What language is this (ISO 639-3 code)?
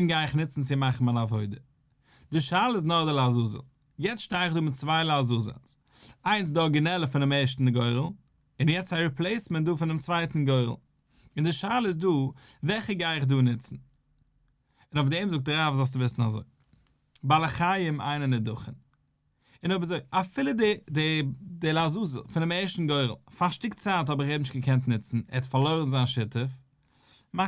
yid